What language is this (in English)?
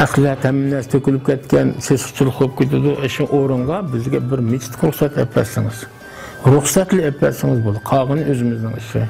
Uyghur